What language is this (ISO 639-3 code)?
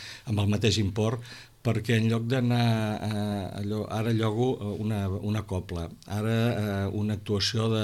cat